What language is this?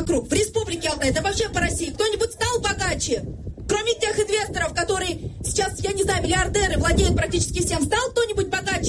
Russian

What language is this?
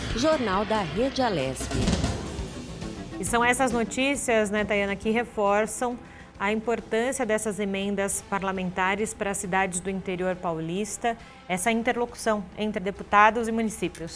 Portuguese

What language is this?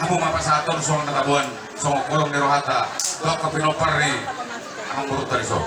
Batak Toba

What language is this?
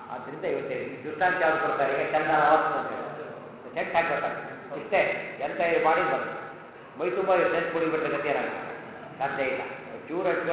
Kannada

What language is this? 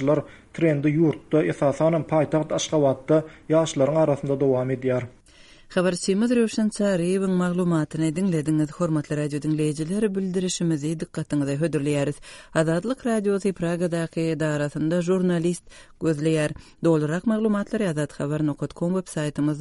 Turkmen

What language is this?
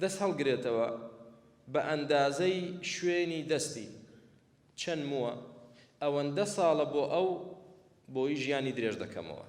Central Kurdish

